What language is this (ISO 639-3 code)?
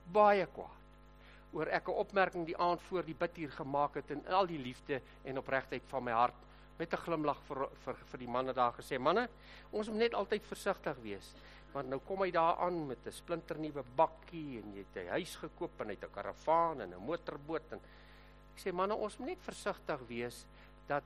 afr